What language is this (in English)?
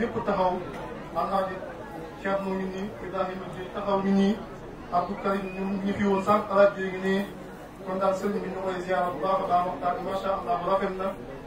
Wolof